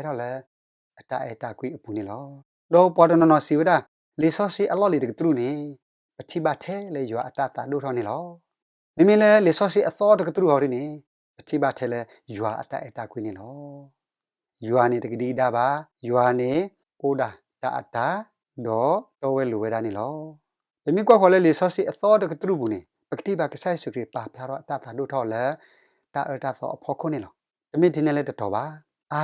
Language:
S'gaw Karen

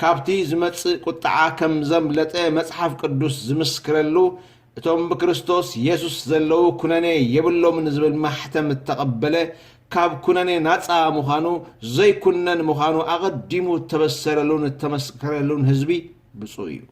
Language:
Tigrinya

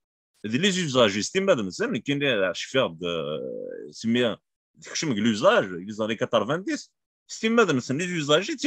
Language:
Kabyle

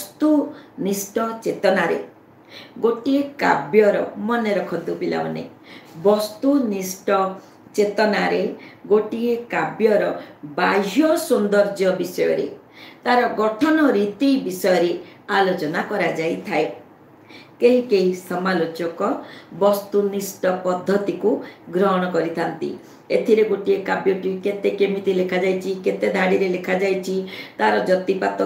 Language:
Odia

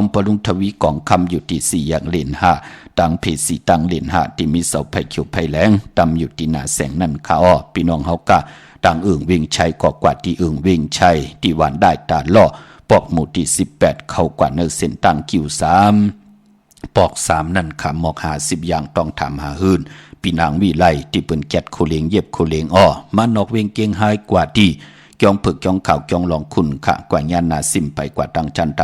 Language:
Shan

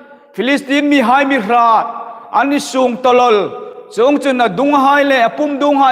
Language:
Hmar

